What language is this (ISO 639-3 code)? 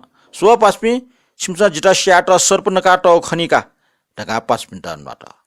new